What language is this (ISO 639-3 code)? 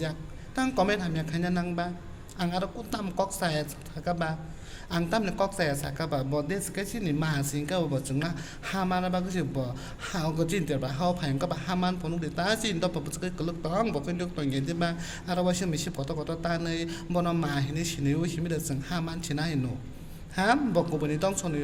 trp